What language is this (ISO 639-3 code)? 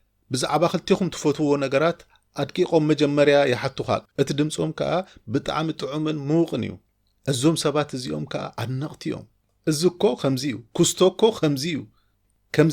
tir